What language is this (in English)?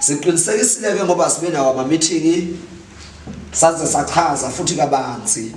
Zulu